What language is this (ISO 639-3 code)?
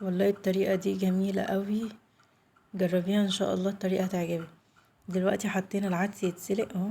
arz